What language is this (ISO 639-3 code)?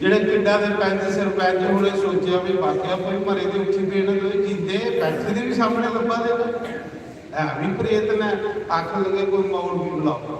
doi